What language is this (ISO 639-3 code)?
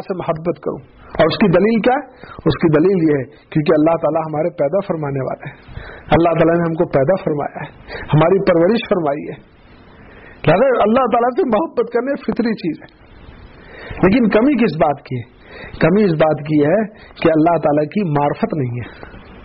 urd